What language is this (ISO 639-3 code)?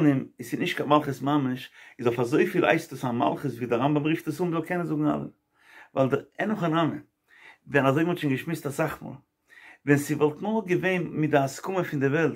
yid